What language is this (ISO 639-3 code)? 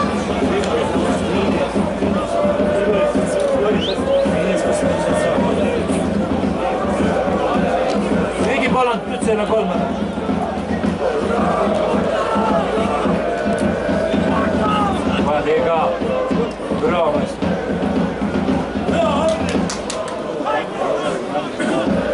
hrv